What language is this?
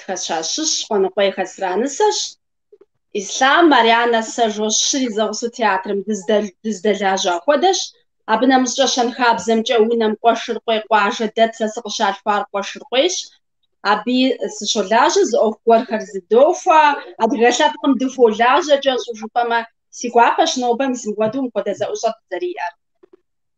Kabardian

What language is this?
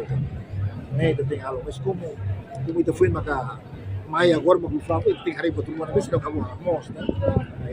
Tetum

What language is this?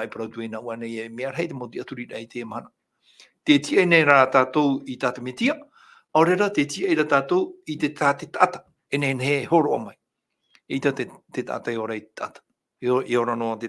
Tahitian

